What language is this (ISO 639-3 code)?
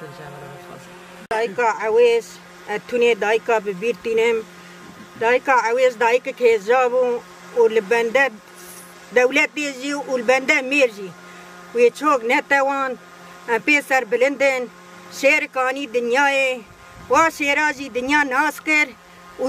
kur